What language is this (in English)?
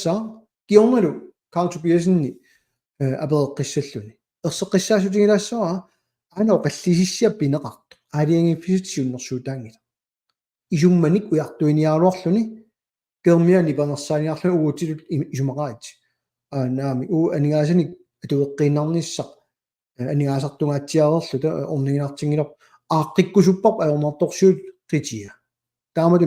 Kalaallisut